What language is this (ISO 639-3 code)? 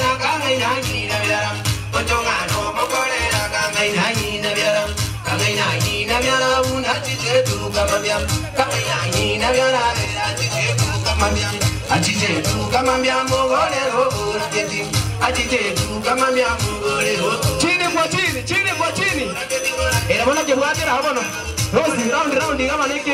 guz